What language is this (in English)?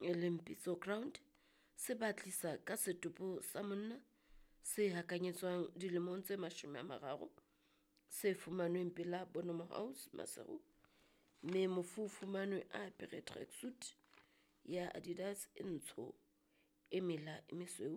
Southern Sotho